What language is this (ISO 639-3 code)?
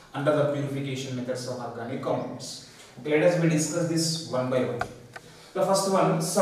eng